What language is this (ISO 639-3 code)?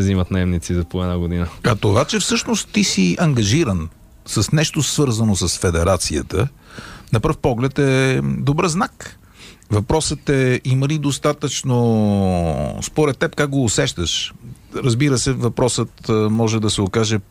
bul